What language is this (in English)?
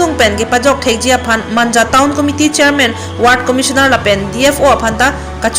Karbi